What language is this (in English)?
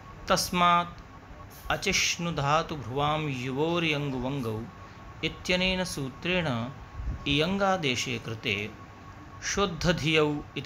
Sanskrit